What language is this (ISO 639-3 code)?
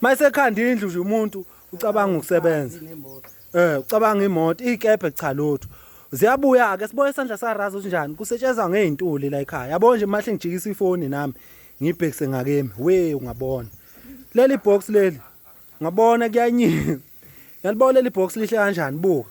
zul